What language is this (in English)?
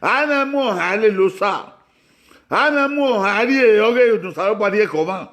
Bini